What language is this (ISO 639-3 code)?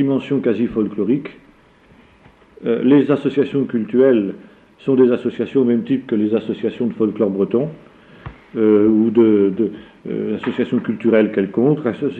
fra